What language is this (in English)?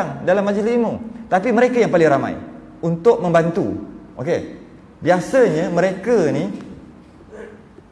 Malay